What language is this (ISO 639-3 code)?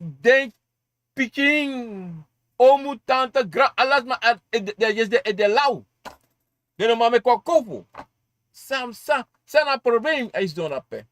srn